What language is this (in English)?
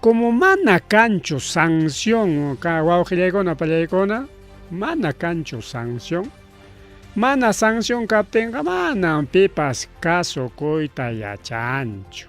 Ayacucho Quechua